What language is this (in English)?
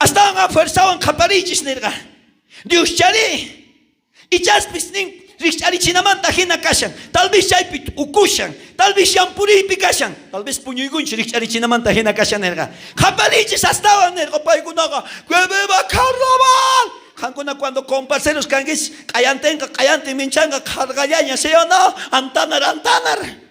South Bolivian Quechua